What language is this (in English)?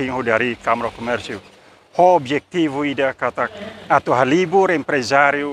Tetum